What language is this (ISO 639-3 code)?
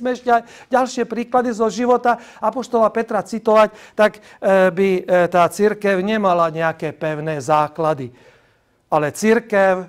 slk